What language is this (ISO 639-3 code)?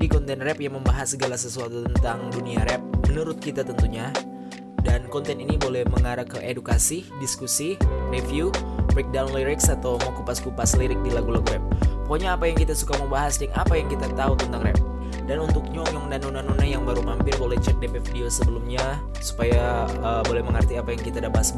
xmm